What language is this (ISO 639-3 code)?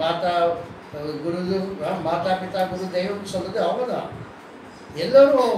tam